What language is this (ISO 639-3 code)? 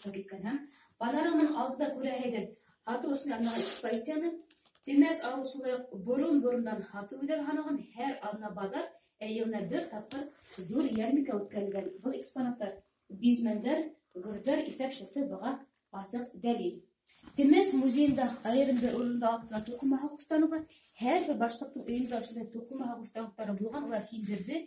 bak